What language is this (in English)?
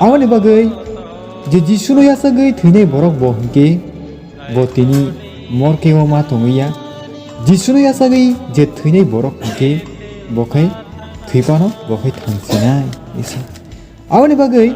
Kok Borok